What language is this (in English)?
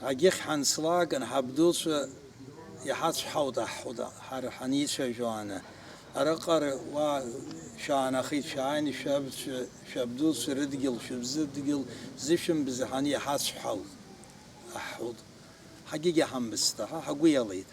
Abkhazian